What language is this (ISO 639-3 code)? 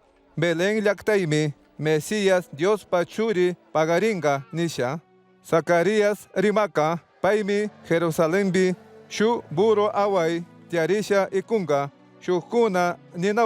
qug